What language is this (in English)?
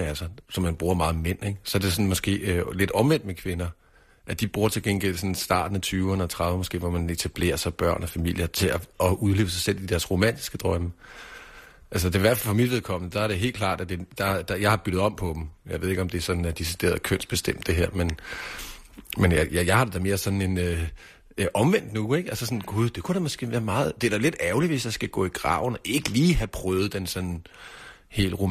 Danish